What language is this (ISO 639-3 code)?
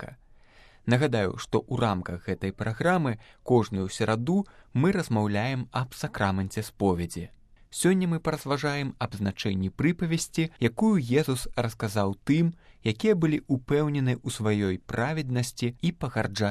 bel